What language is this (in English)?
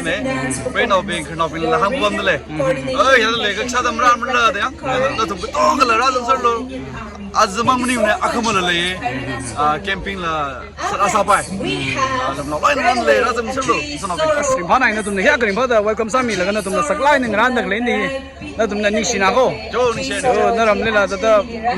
Tangkhul Naga (India)